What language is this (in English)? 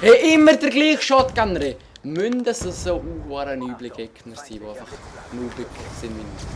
Swiss German